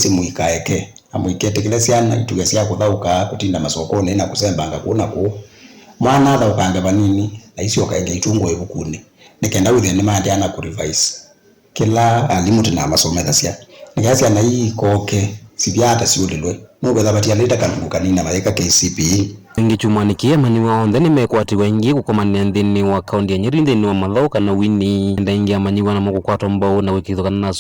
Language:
Kamba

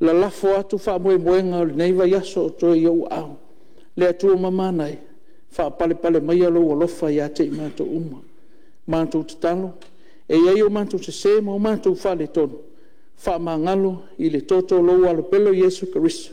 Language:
Samoan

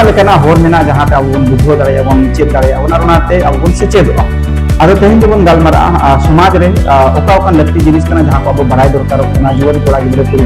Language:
Santali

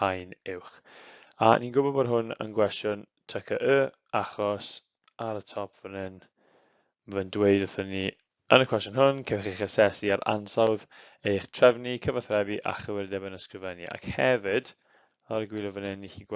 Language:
Welsh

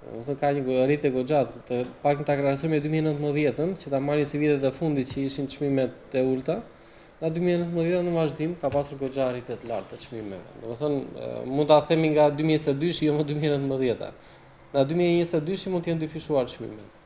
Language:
Albanian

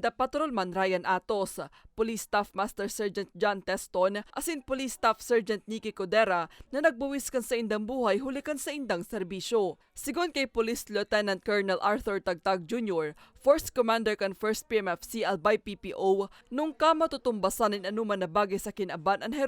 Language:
Bikol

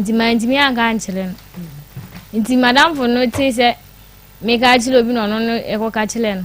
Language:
Akan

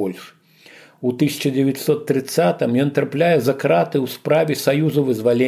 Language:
Belarusian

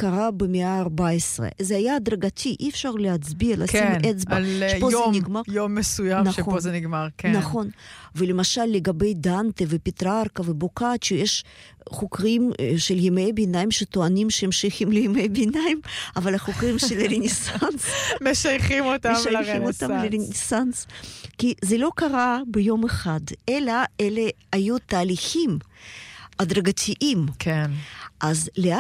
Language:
Hebrew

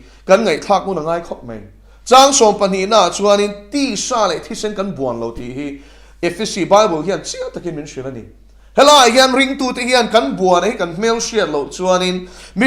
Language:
Mizo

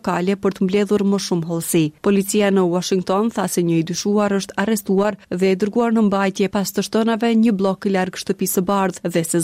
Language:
Albanian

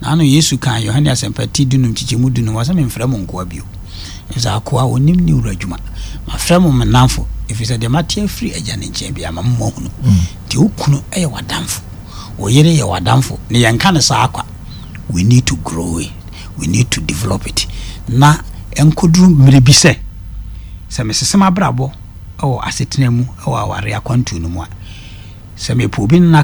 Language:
Akan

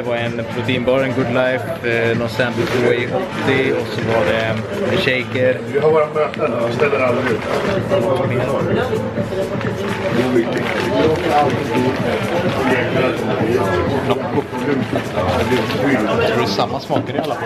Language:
Swedish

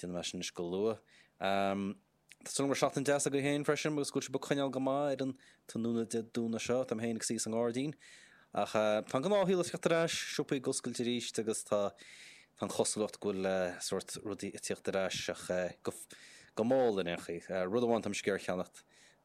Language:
Irish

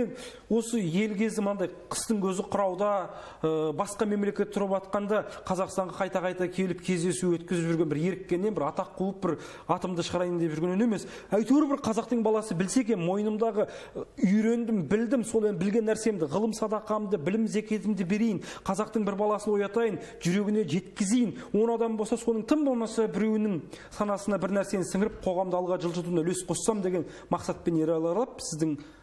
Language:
Kazakh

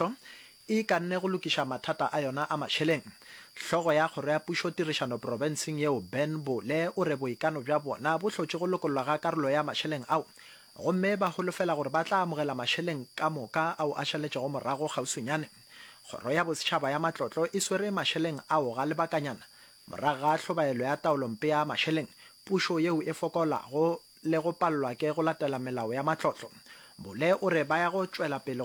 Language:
Northern Sotho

